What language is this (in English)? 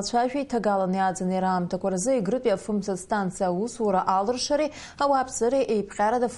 Abkhazian